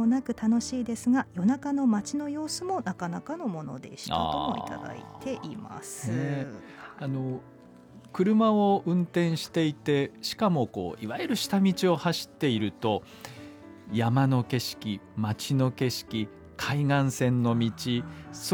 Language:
Japanese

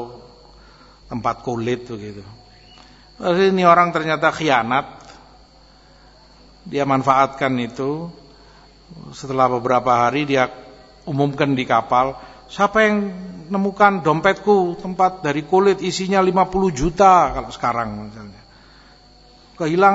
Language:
Indonesian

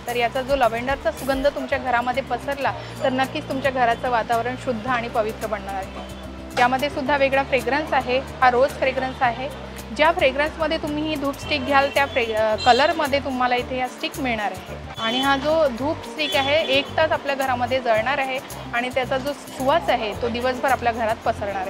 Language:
Marathi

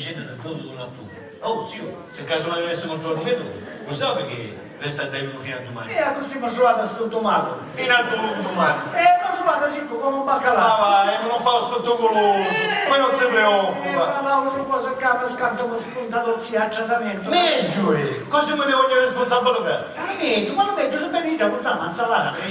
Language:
Sicilian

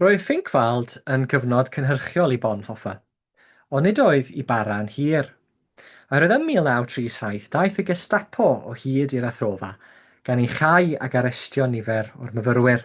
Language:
Welsh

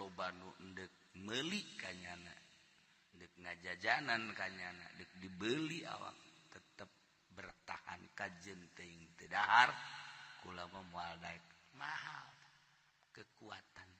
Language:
Sundanese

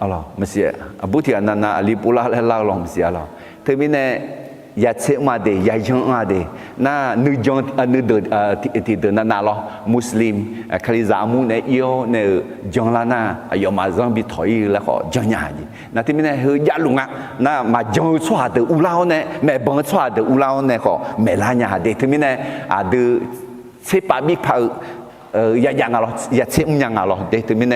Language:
Akha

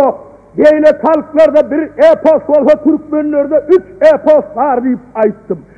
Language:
Turkmen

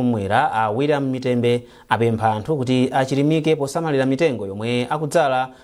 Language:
Nyanja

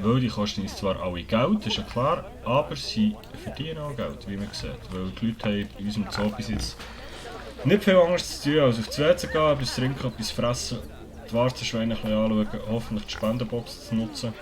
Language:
Swiss German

